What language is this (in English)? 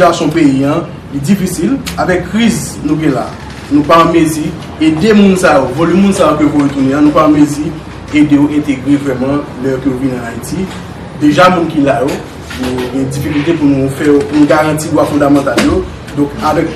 Haitian Creole